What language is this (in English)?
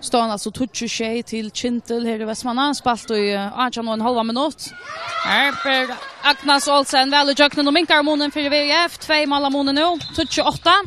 Faroese